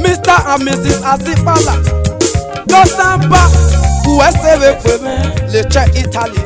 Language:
Esan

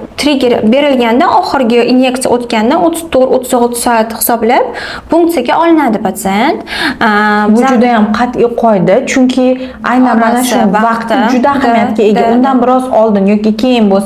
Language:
Uzbek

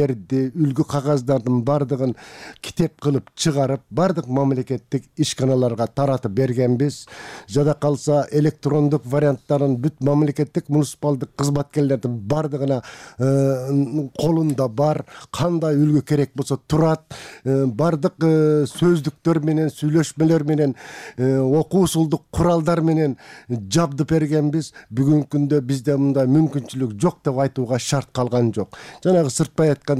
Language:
Kyrgyz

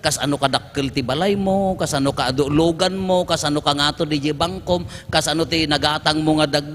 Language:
Iloko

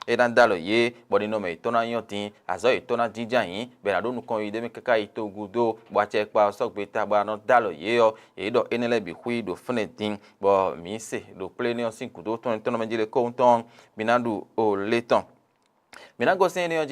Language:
Fon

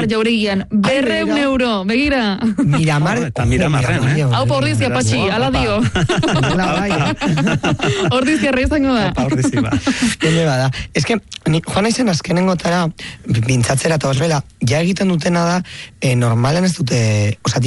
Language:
Basque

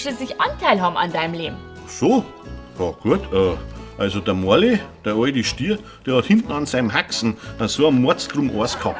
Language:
Bavarian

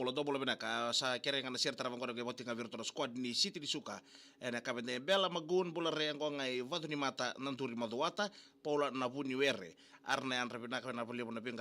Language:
Fijian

